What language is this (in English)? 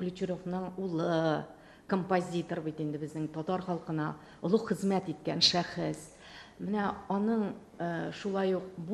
Tatar